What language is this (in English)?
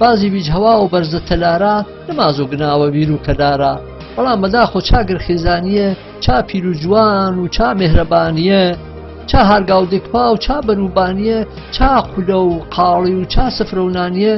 Gurani